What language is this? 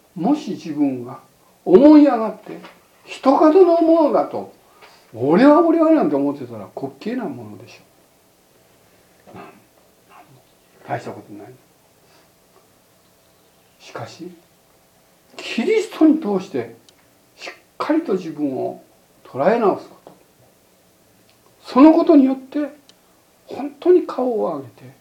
Japanese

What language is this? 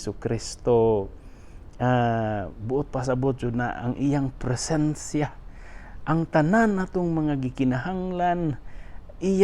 Cebuano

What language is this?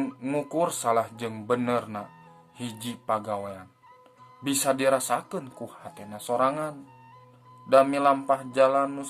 Sundanese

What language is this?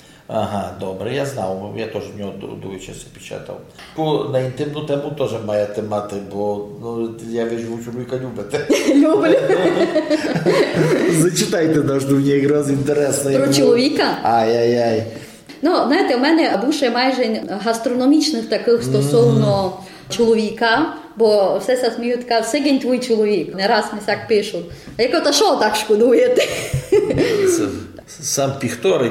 Ukrainian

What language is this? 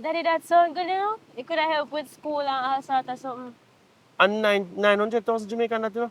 Jamaican Creole English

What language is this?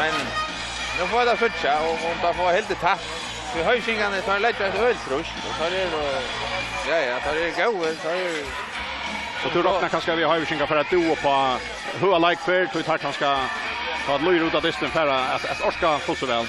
Faroese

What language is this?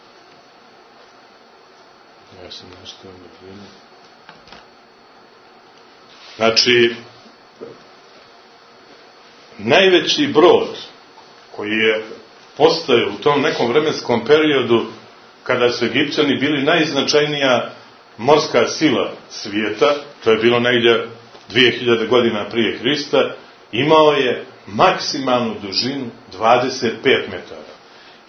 Serbian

